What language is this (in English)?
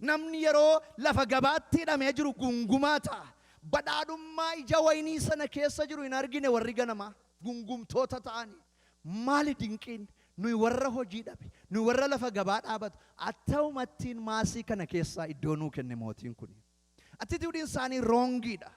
Oromo